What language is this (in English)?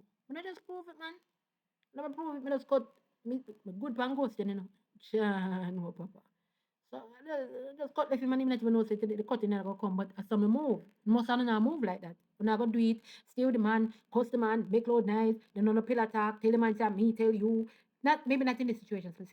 Jamaican Creole English